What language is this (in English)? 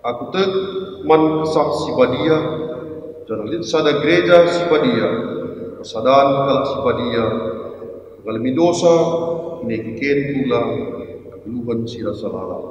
Batak Karo